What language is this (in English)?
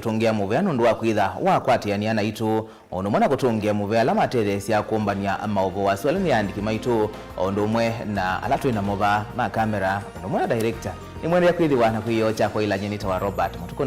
Kamba